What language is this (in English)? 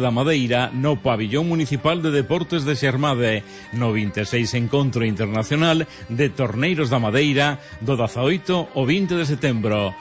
Galician